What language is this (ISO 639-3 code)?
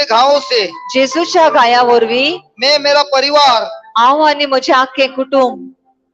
kok